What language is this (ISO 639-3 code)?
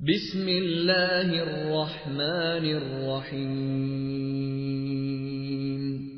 div